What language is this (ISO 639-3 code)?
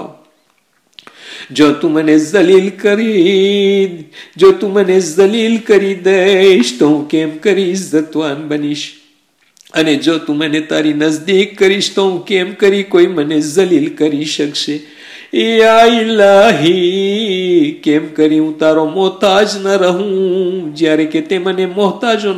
guj